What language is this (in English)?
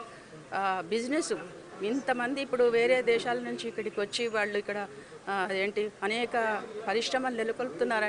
Telugu